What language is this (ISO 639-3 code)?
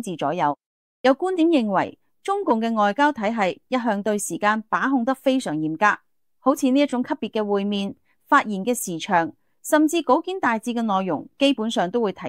yue